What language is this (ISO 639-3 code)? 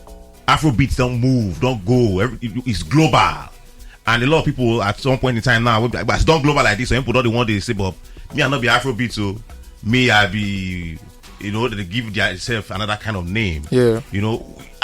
pcm